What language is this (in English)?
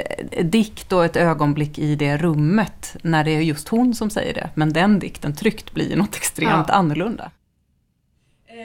Swedish